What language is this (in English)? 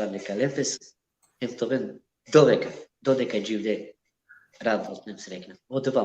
Balkan Romani